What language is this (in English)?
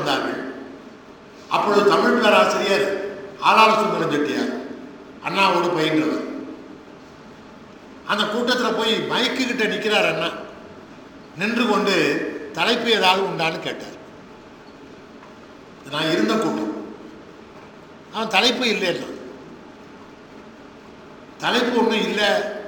Tamil